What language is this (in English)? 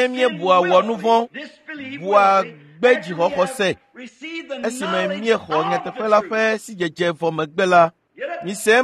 Ewe